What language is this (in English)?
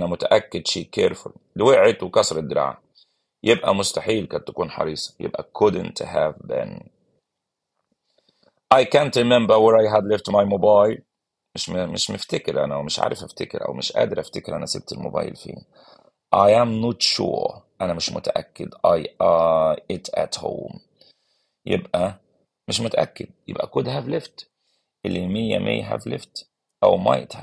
Egyptian Arabic